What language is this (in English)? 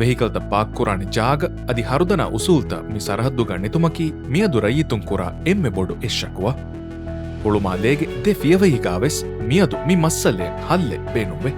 Divehi